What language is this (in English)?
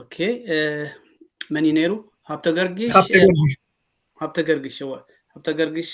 Tigrinya